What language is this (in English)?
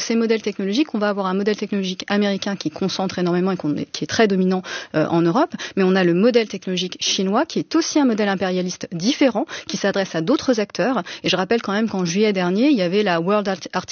French